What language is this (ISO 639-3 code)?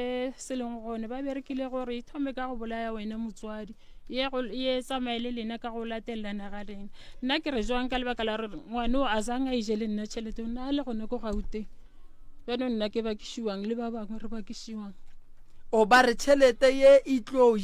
nso